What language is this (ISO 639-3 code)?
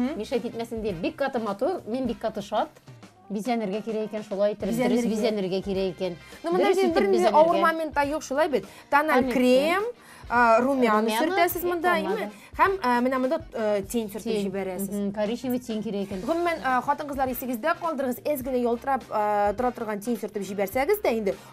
tat